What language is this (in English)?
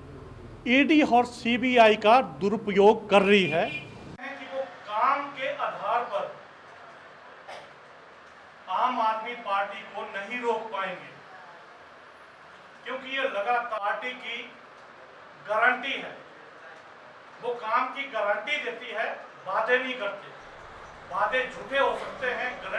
Hindi